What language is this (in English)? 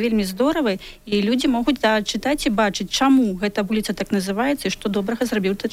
Belarusian